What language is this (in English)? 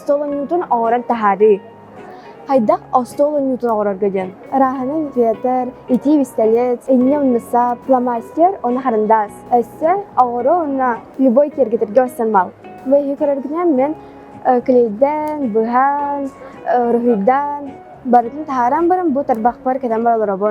Yakut